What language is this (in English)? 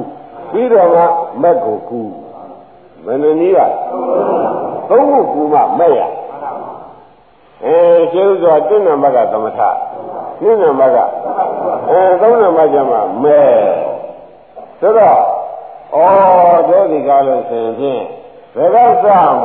Burmese